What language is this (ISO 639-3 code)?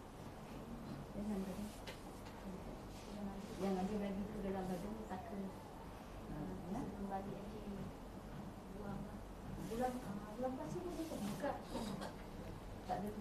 msa